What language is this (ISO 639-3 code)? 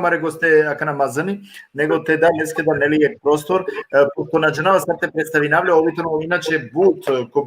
rmn